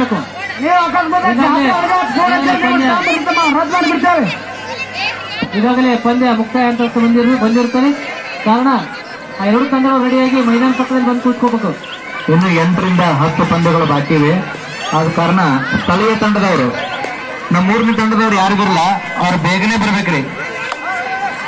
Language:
Kannada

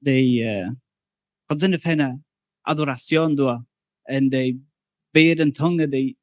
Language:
Plautdietsch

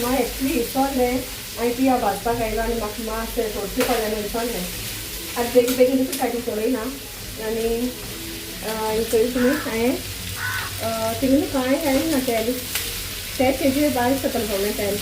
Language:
Konkani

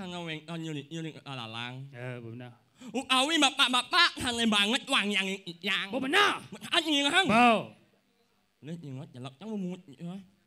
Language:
Balinese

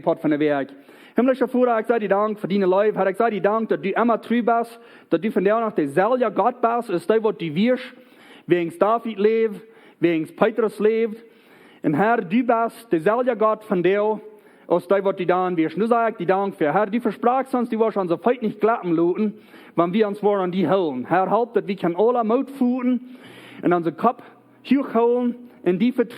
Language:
Plautdietsch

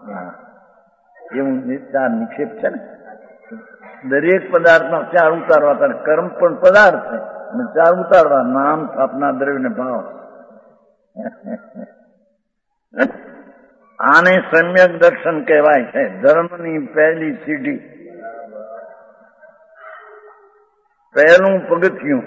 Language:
Gujarati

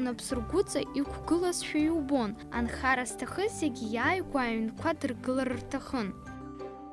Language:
Abkhazian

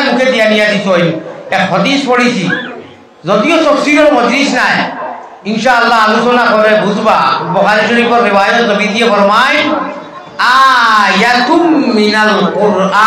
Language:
Sylheti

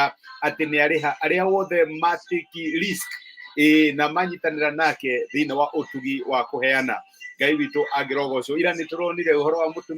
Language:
Kikuyu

